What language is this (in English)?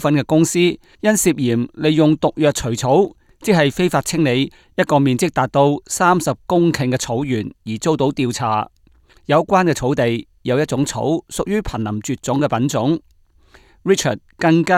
Cantonese